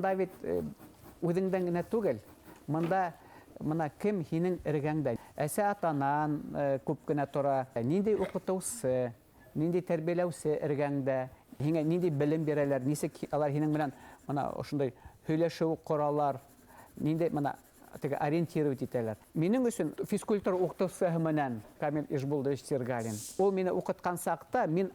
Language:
Bashkir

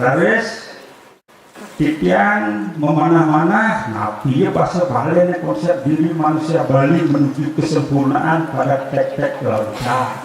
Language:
Balinese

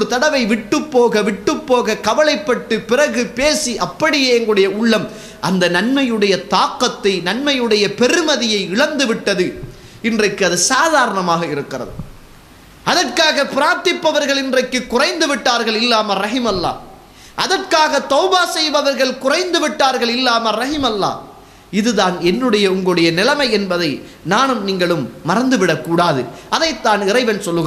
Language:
Tamil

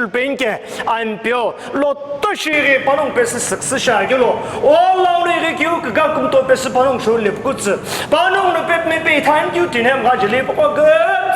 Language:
Sumi Naga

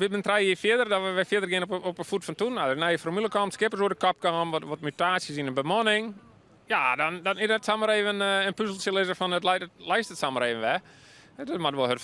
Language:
Western Frisian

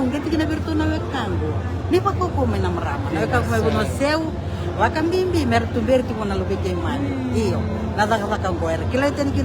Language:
Fijian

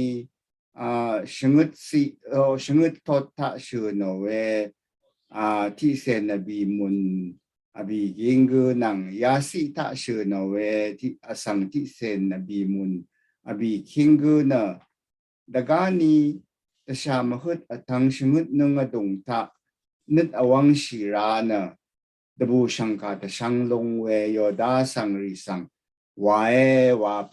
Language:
Rawang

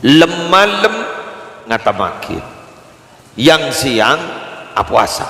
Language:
Madurese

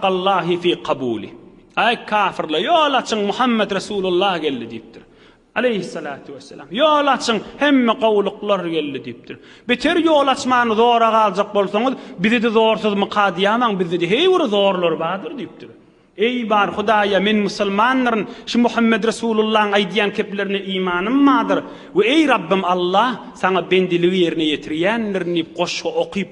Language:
Turkmen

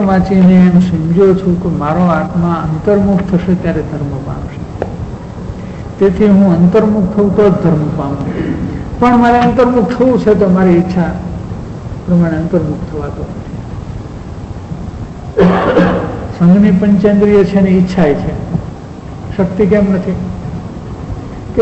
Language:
Gujarati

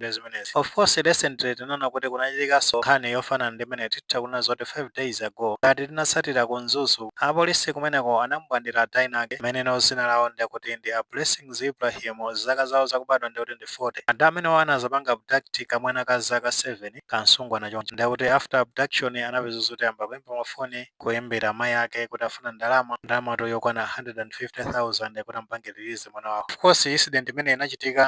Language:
Nyanja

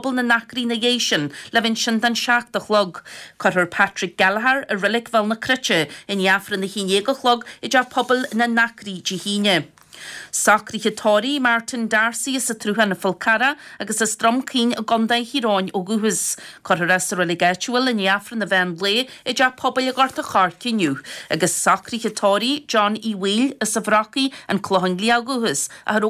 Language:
Irish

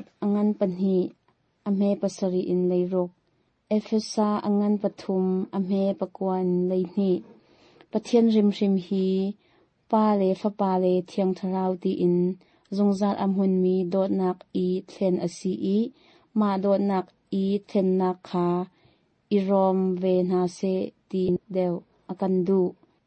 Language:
Hakha Chin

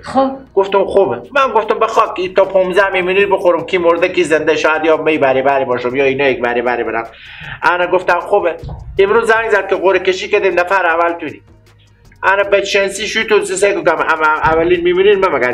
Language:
Persian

